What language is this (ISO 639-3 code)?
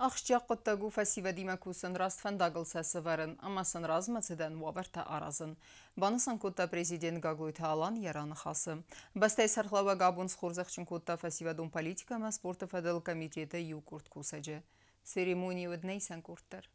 oss